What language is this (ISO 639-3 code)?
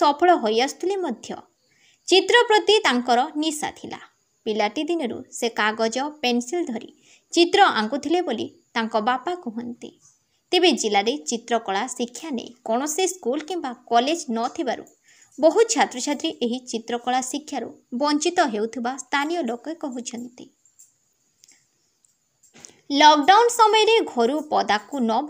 ori